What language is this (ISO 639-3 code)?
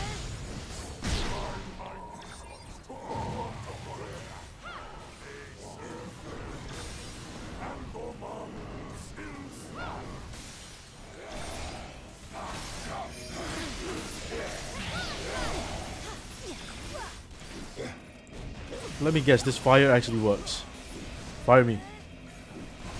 eng